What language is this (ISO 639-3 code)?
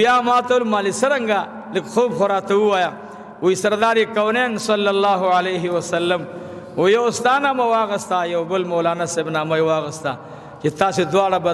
pus